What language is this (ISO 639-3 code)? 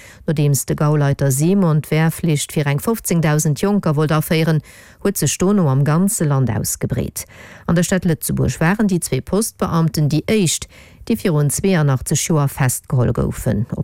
ltz